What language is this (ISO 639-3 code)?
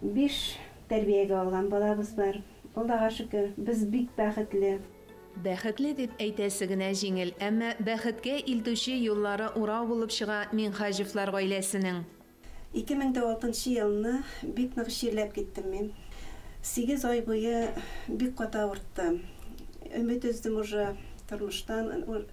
tat